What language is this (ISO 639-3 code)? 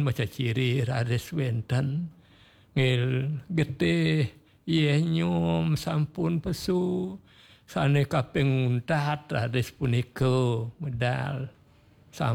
ban